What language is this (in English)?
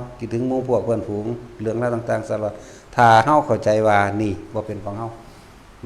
Northeastern Thai